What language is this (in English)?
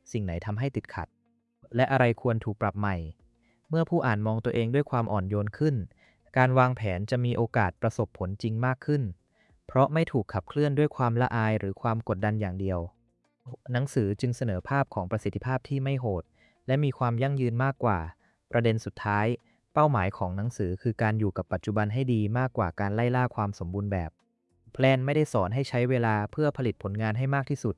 Thai